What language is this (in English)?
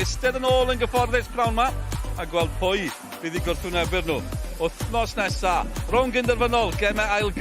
Welsh